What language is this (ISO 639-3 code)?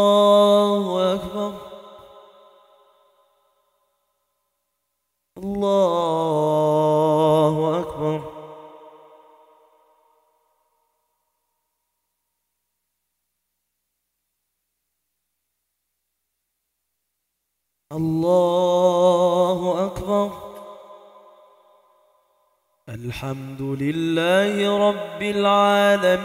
ara